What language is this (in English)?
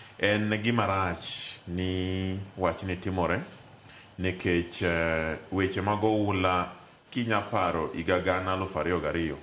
Luo (Kenya and Tanzania)